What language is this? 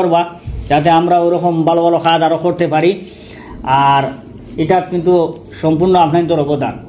Sylheti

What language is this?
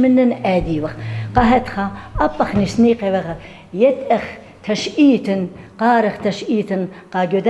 Assyrian Neo-Aramaic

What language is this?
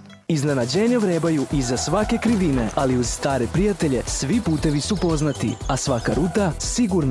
Serbian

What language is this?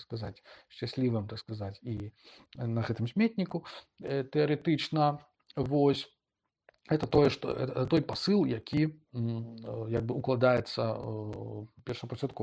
Belarusian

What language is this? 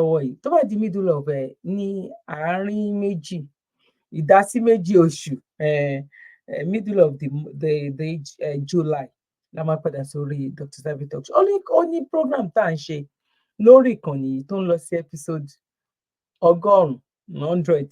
Yoruba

